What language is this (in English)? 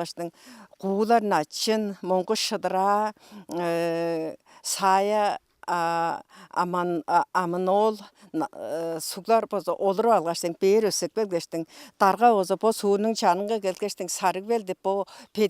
Tuvinian